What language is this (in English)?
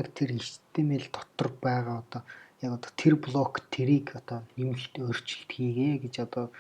Mongolian